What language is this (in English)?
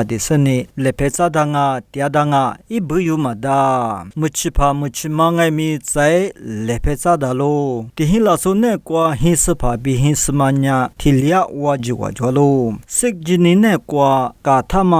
Lisu